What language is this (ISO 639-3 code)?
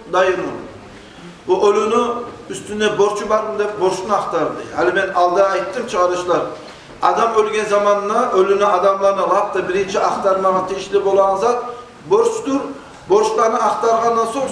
kum